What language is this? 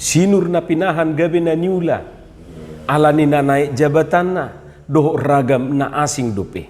Batak Toba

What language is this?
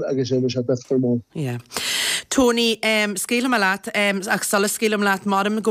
Irish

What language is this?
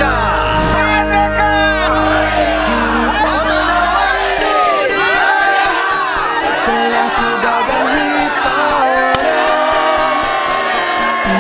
Malay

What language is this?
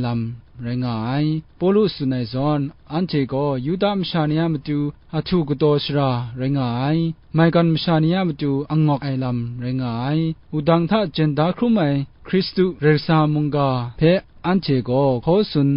Kachin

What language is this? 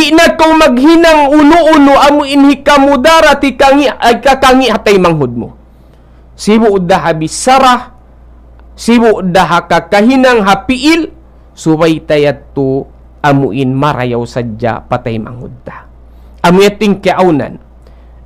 Tausug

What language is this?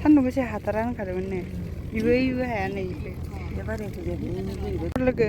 Bodo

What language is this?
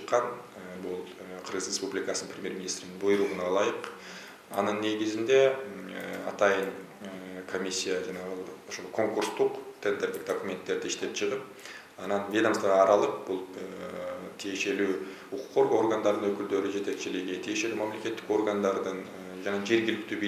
Kyrgyz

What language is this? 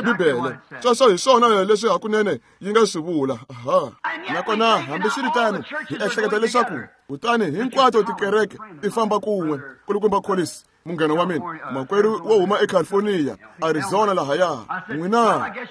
Tsonga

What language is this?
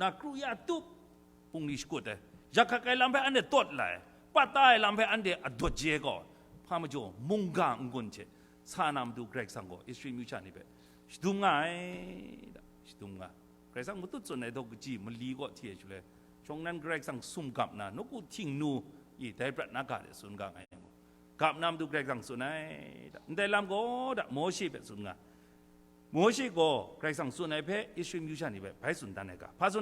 Kachin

